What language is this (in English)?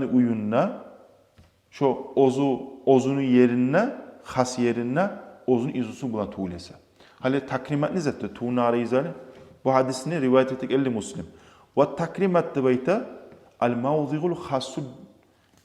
Kumyk